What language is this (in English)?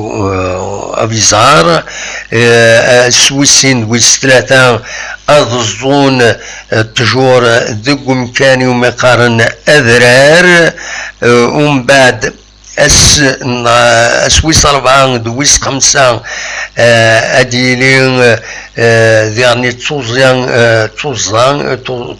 Kabyle